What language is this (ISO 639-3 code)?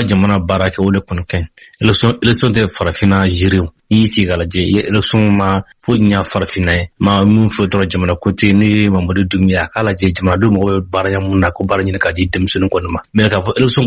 bam